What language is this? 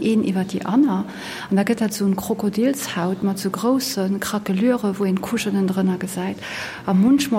Luxembourgish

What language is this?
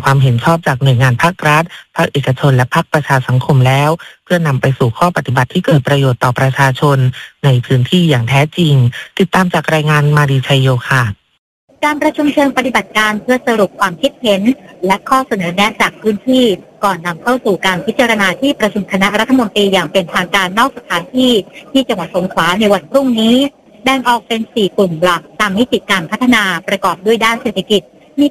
Thai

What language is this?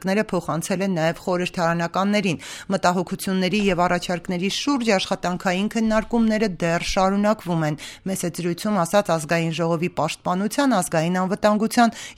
Armenian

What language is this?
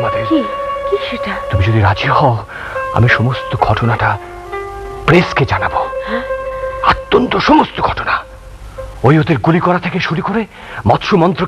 Bangla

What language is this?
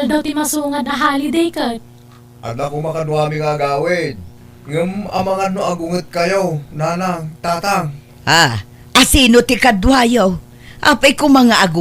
Iloko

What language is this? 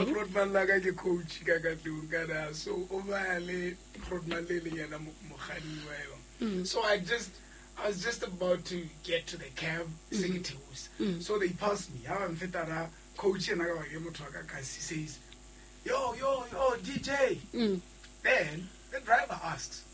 Southern Sotho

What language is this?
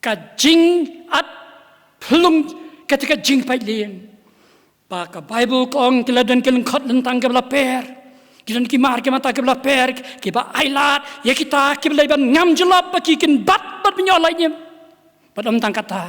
Khasi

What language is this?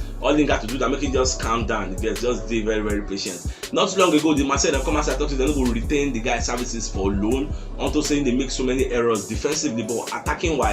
Nigerian Pidgin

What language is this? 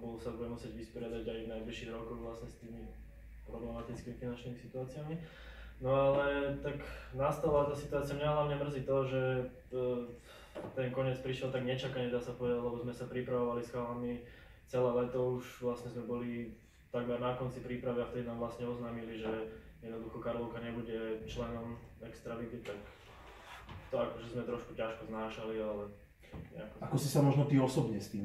Slovak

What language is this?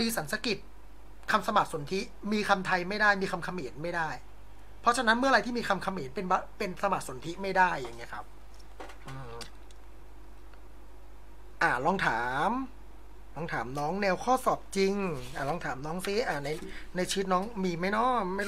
Thai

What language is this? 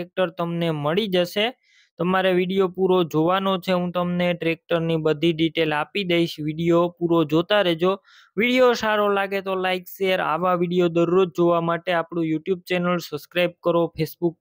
Gujarati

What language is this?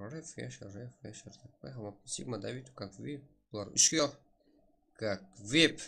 Kara-Kalpak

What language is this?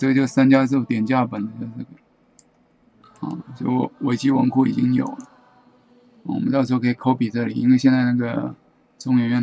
Chinese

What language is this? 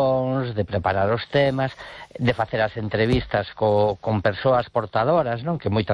Galician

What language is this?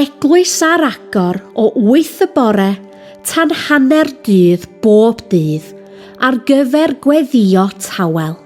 Welsh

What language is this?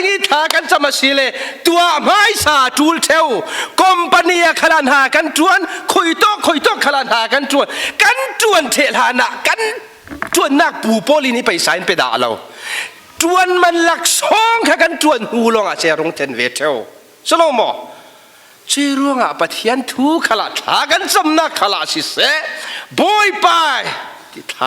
Falam Chin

